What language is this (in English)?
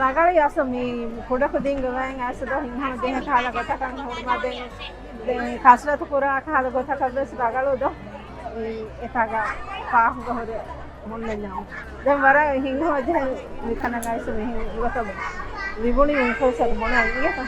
Divehi